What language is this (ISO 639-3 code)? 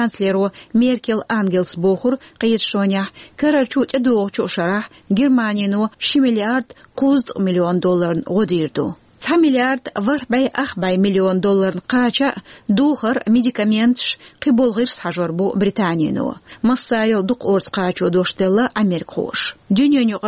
che